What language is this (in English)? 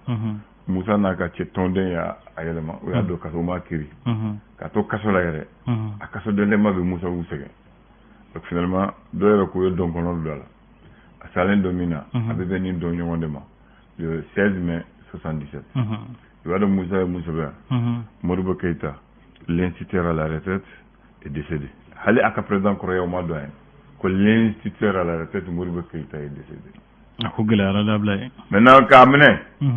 Bambara